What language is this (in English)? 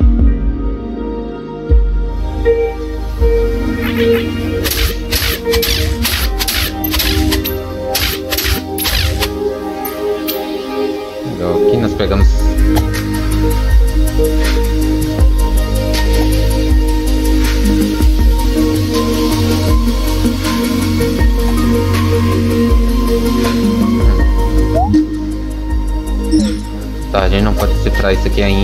Portuguese